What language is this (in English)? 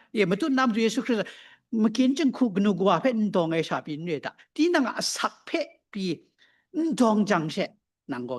Kachin